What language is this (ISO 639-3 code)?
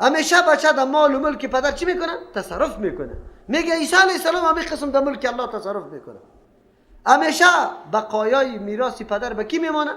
fas